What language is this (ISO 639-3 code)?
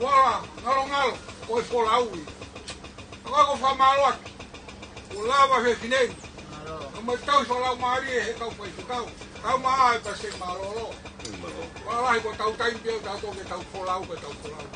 ton